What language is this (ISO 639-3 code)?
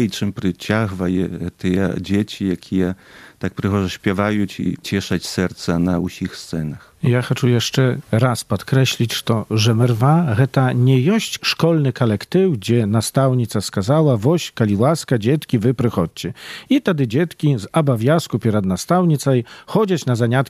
bel